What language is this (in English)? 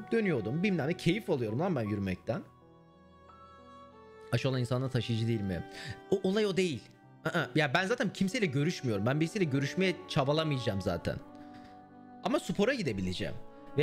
Turkish